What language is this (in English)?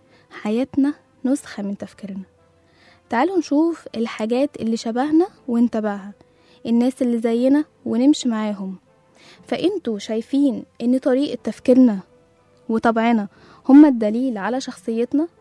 Egyptian Arabic